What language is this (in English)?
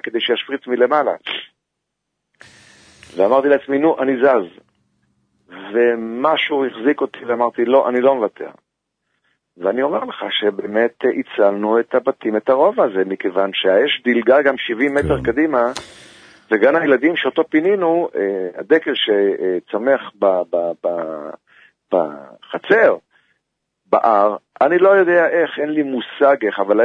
Hebrew